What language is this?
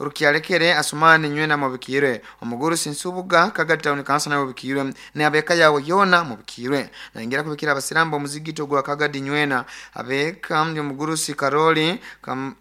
Nyoro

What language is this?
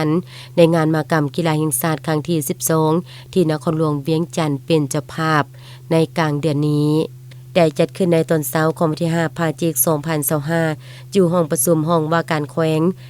Lao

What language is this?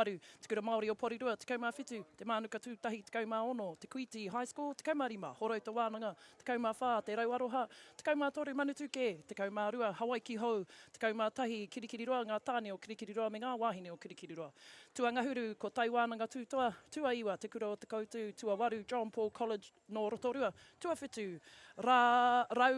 Māori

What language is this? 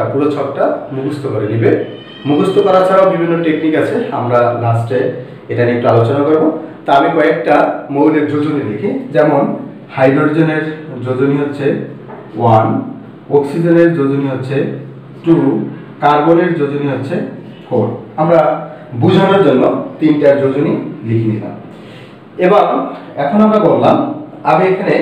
Bangla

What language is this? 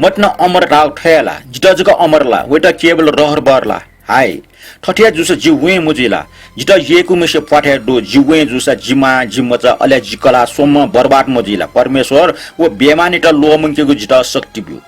Newari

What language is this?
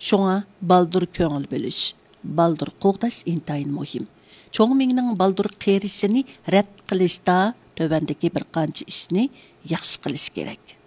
Uyghur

